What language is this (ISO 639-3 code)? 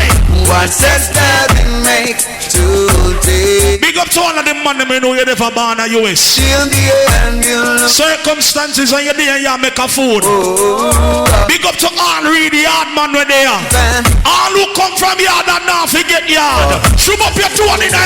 jam